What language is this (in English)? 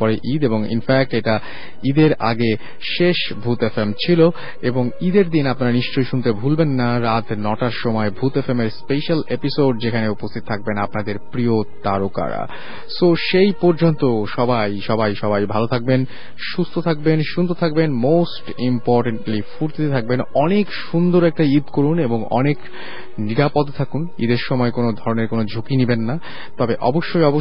Bangla